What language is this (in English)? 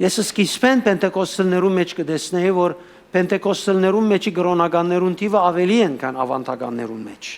Western Armenian